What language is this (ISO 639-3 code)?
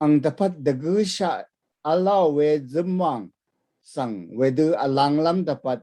raw